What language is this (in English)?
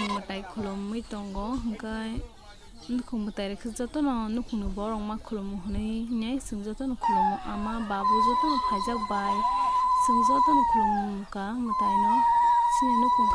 Kok Borok